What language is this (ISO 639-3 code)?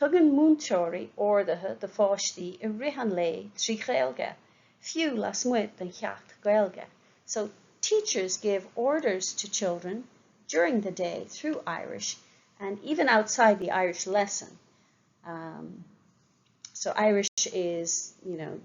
gle